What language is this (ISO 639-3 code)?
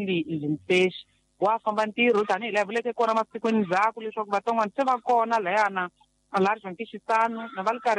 tso